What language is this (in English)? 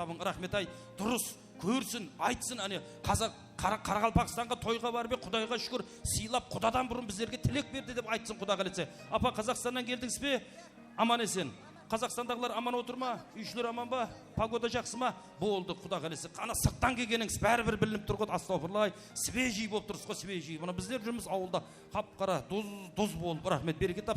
Kara-Kalpak